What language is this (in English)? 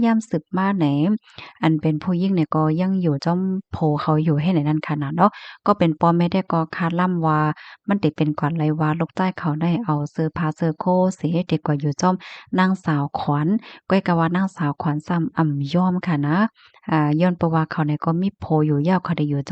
Shan